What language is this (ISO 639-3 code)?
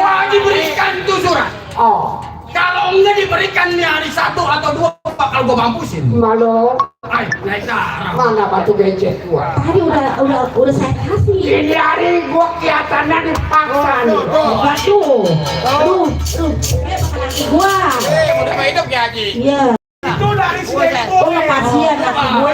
bew